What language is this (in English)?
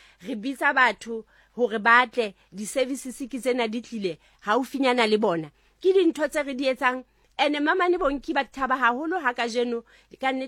Southern Sotho